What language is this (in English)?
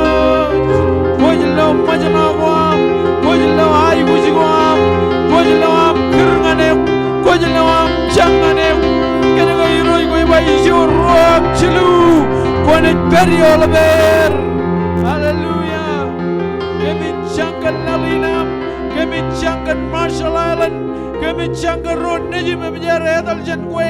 Marshallese